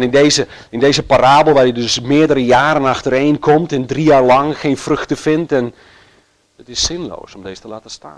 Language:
Dutch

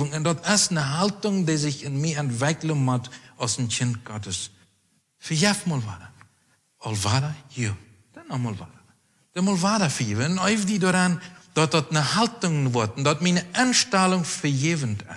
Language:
Plautdietsch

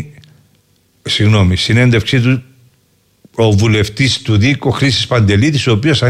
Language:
Greek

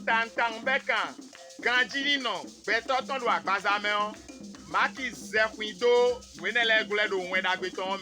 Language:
Fon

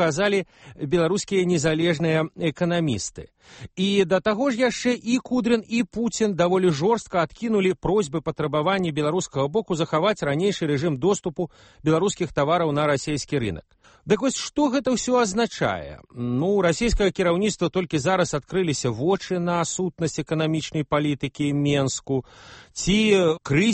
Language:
Belarusian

